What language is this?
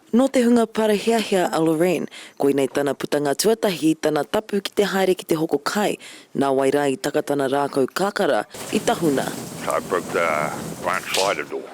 Māori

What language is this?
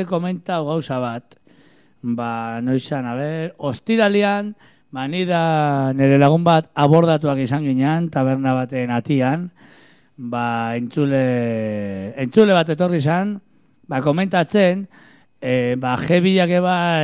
Basque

